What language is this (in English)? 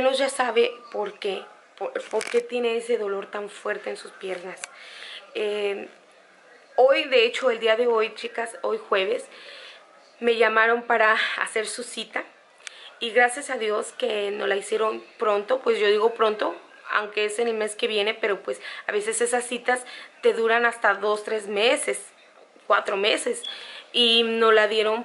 Spanish